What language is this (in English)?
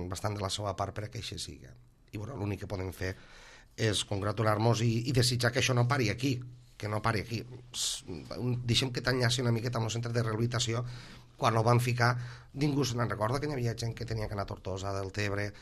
Catalan